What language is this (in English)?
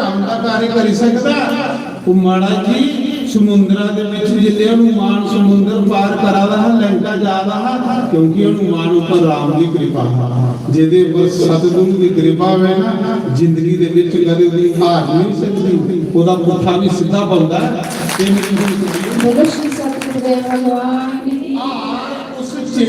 Dogri